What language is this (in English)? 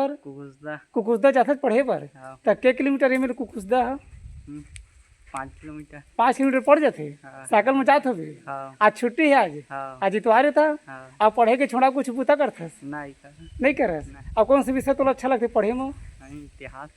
Chhattisgarhi